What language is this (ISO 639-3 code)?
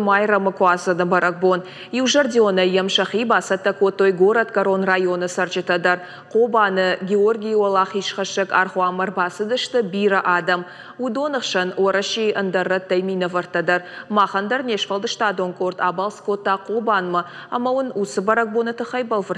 oss